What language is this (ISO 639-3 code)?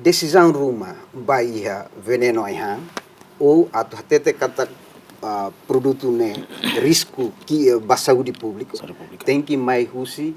tet